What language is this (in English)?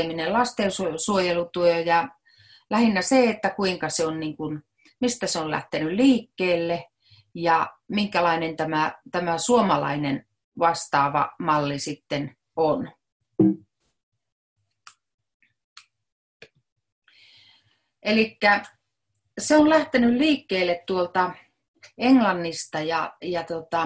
Finnish